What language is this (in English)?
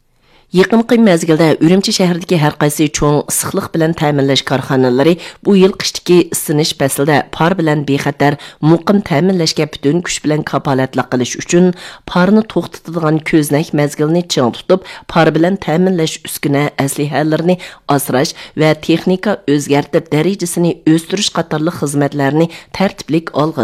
Uyghur